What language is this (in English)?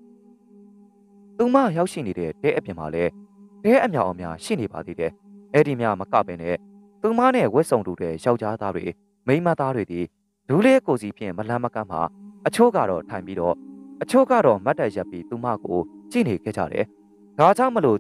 Burmese